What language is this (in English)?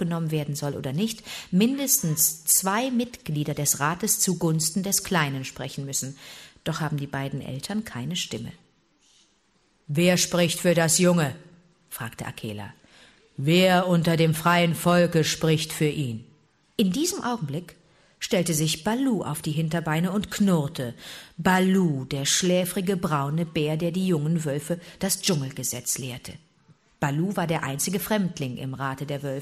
German